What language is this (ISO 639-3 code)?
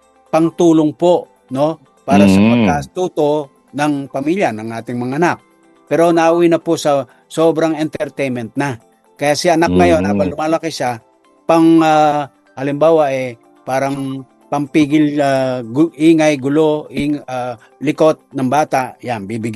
fil